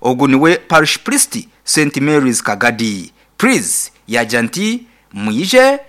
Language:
Nyankole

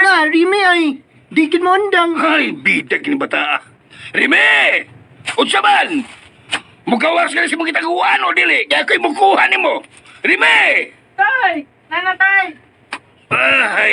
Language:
Cebuano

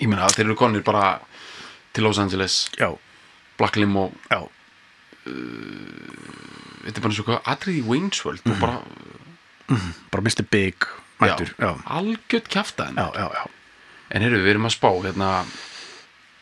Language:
Icelandic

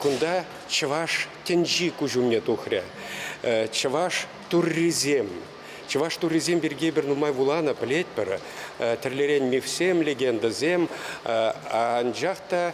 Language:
Chuvash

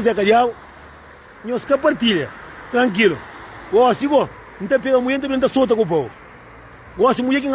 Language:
Kabuverdianu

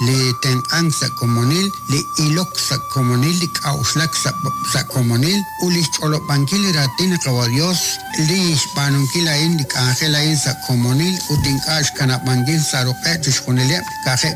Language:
Kekchí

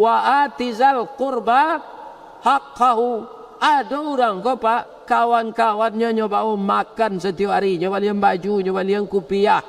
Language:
Minangkabau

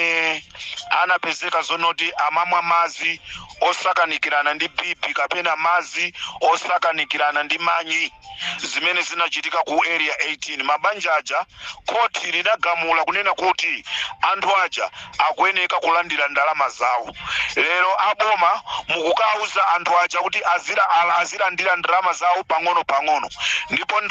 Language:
Nyanja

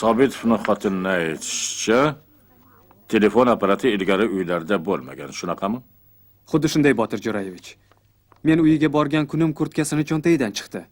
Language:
Uzbek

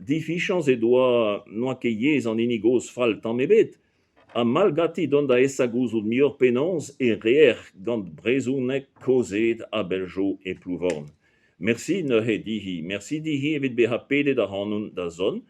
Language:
Breton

